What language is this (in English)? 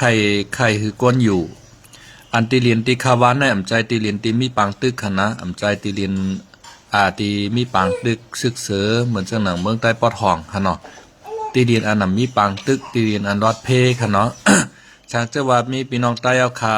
Shan